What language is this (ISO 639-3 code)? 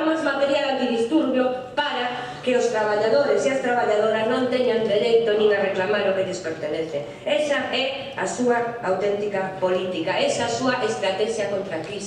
glg